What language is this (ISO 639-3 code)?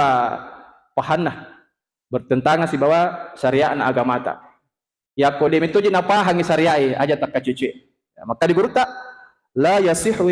bug